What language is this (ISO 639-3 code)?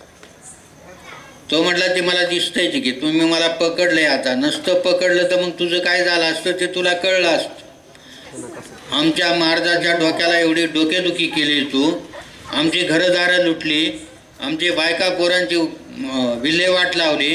mar